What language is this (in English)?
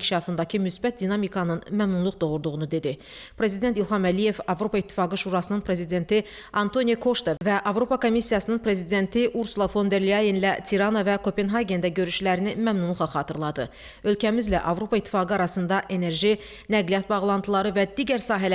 Azerbaijani